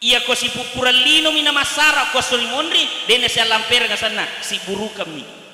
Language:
Buginese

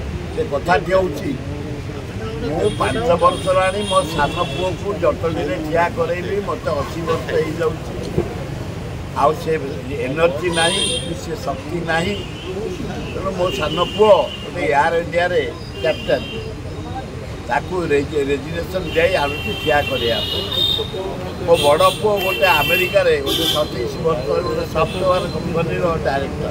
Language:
Odia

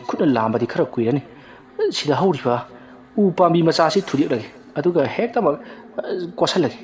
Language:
Manipuri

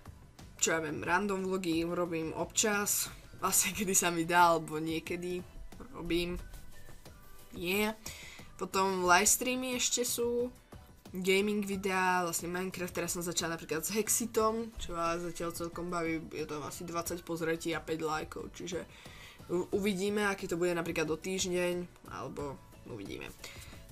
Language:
Slovak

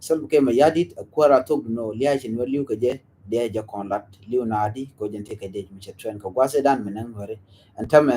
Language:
Nuer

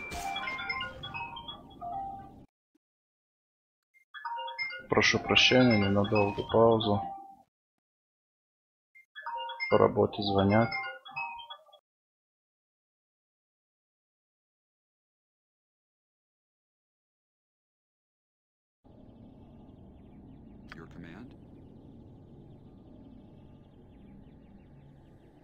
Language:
Russian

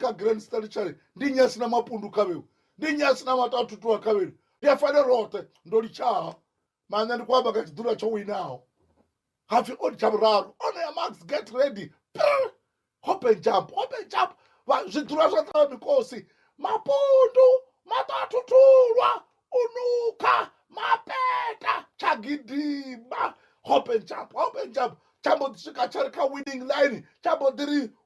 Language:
Venda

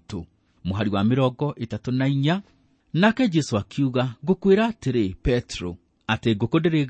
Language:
Kikuyu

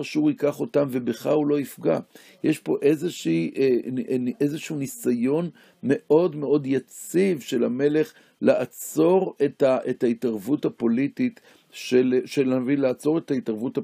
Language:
Hebrew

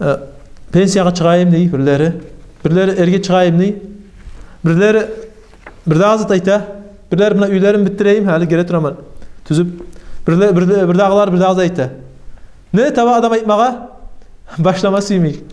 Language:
Kumyk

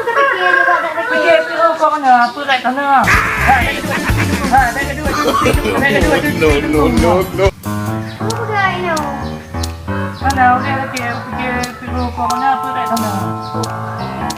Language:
Achinese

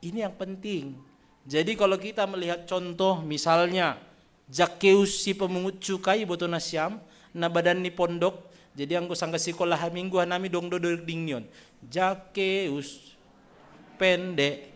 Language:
Batak Simalungun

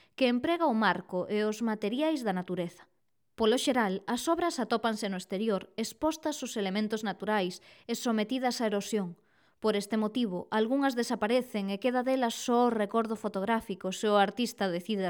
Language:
Galician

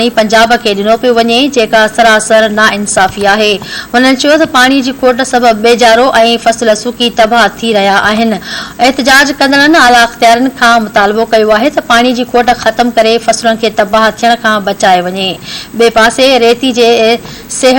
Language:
Sindhi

